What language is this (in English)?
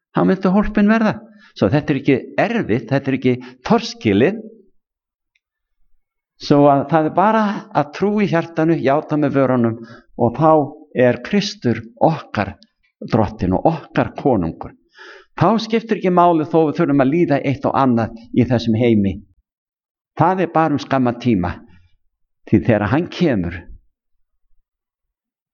Icelandic